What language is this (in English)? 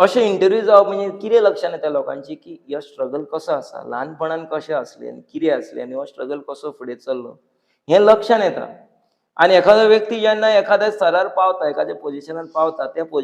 Konkani